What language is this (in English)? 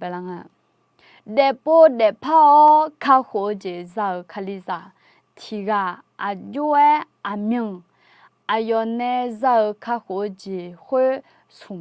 Akha